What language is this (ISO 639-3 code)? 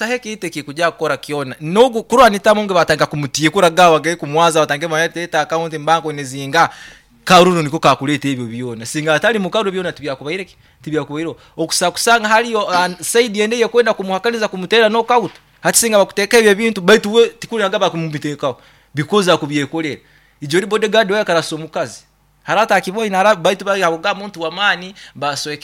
nyo